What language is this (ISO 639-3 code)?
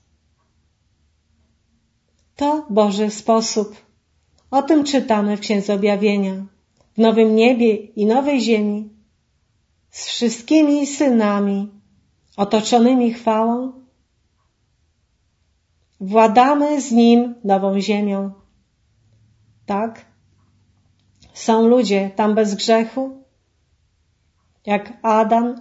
pol